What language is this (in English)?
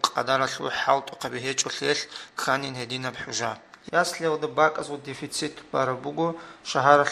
Avaric